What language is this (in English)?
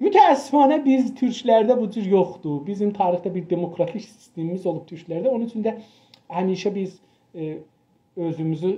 South Azerbaijani